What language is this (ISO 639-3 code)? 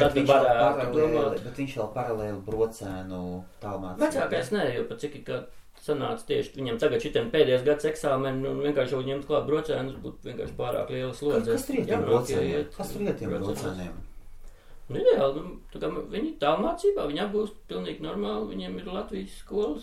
lav